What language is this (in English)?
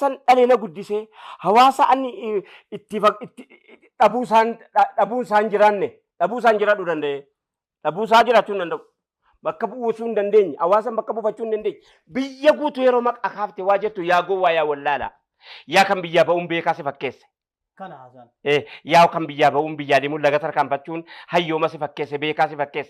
Oromo